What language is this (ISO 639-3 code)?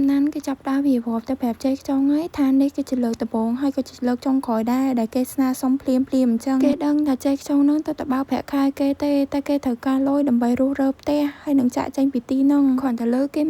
khm